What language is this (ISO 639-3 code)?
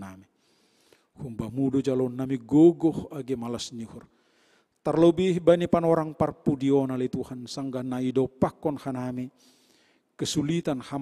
bts